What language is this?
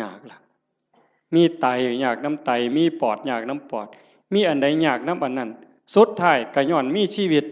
Northeastern Thai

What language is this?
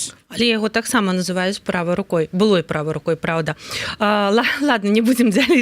Belarusian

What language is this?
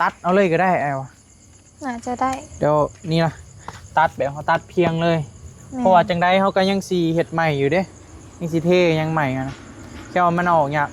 Northeastern Thai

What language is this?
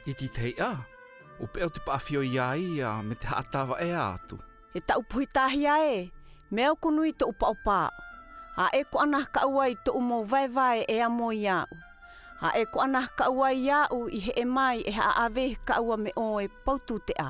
South Marquesan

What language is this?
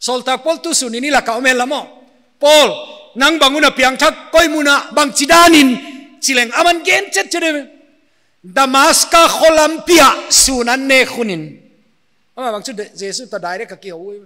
Paite Chin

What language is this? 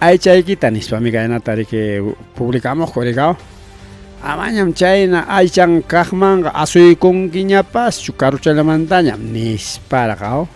Ayacucho Quechua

